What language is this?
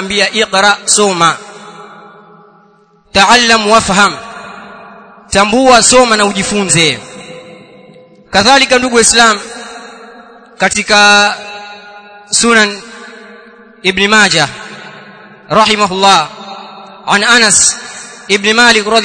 Swahili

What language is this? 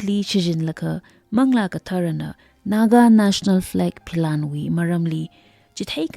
Tangkhul Naga (India)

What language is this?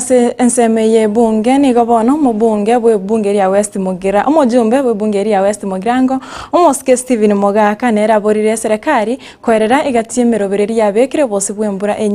Gusii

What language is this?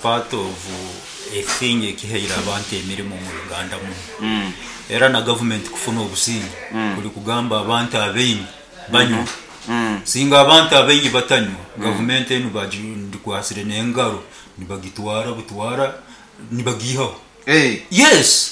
Nyankole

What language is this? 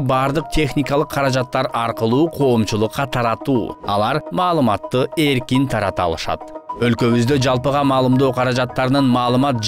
Kyrgyz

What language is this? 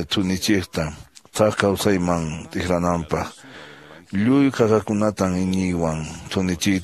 Quechua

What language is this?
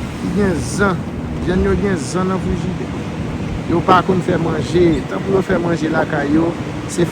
Haitian Creole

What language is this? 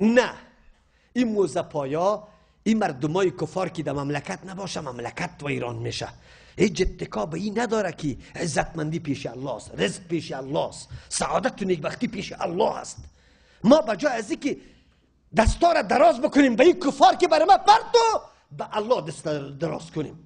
Persian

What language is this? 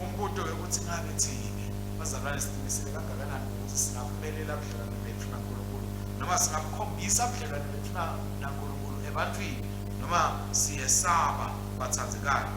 Swati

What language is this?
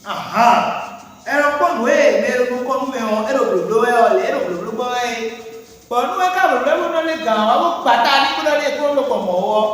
Fon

